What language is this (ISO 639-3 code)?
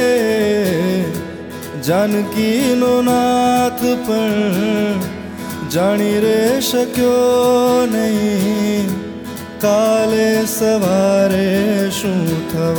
guj